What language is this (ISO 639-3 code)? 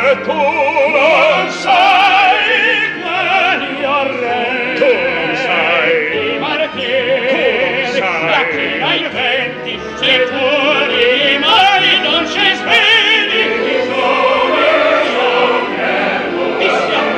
ita